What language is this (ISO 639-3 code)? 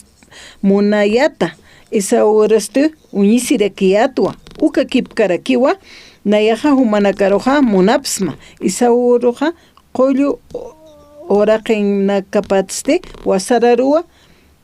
aym